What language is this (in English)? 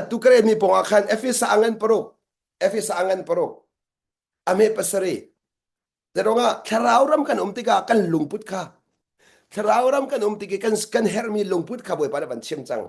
Hakha Chin